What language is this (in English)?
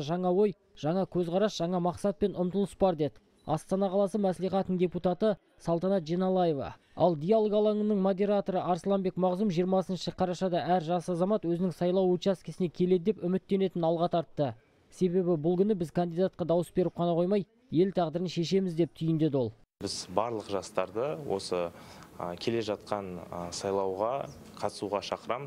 Kazakh